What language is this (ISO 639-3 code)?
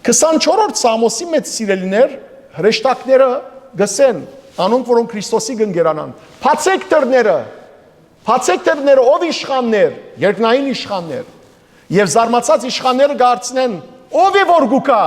hyw